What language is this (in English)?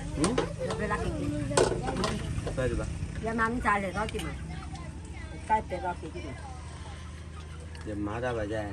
S'gaw Karen